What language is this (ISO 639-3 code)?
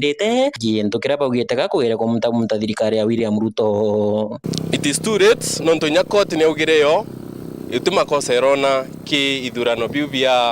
mer